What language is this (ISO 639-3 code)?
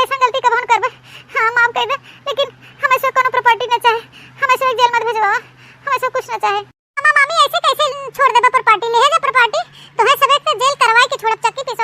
awa